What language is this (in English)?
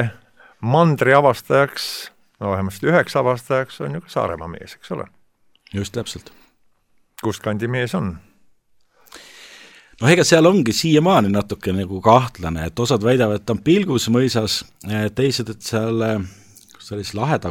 Estonian